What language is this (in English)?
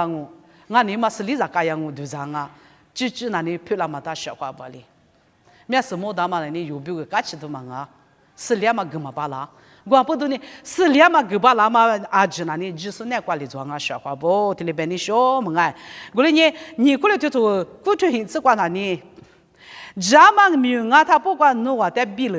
Lisu